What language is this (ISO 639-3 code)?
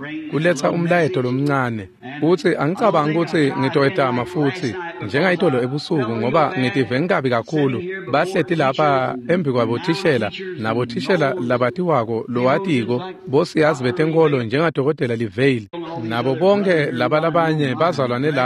ssw